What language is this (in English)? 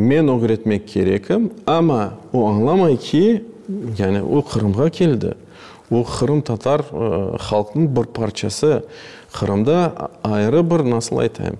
Crimean Tatar